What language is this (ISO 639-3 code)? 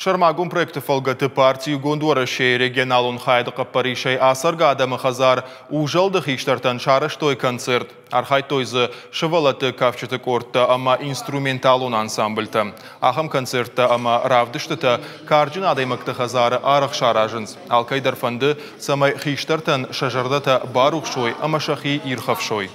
oss